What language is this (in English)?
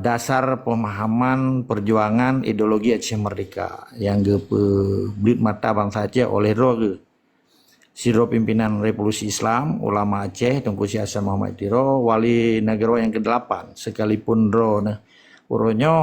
Achinese